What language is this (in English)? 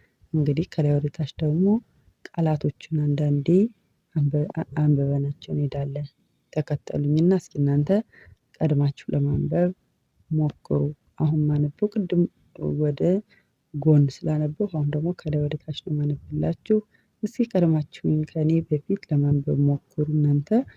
Amharic